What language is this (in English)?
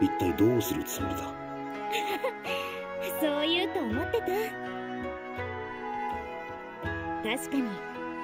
Japanese